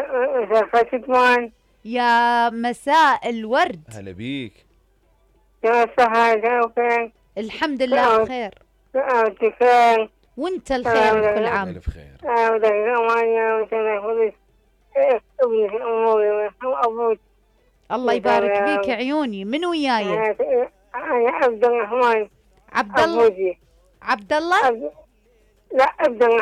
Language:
Mesopotamian Arabic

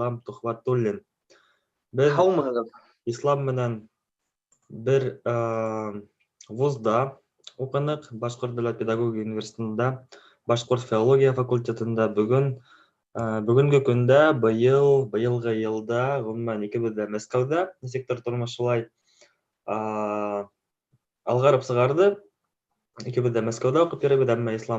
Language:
Bashkir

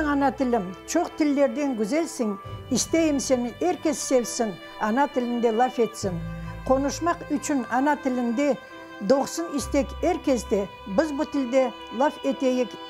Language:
Crimean Tatar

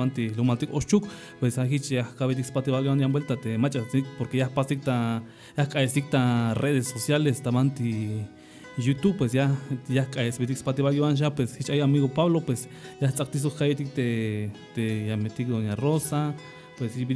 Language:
Tzeltal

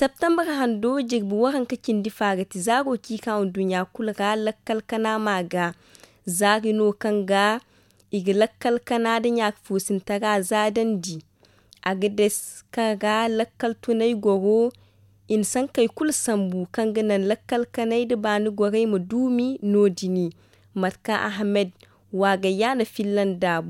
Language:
Zarma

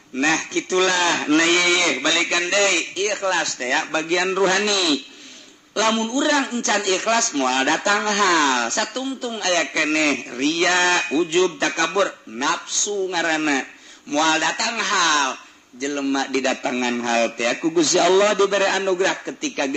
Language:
Sundanese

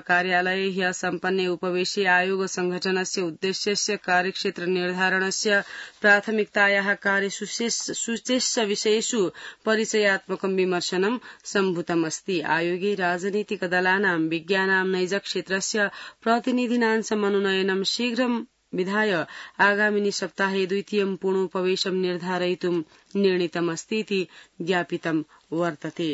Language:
Sanskrit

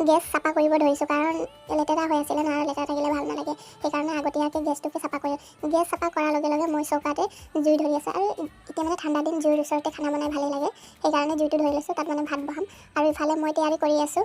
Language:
Assamese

